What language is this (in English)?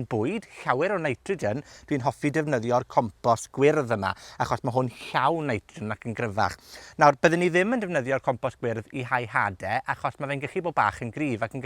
Welsh